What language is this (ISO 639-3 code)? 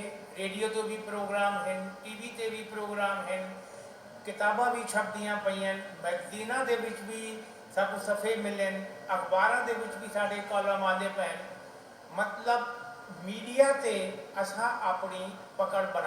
skr